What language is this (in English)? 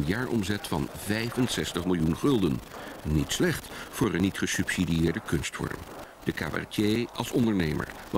Dutch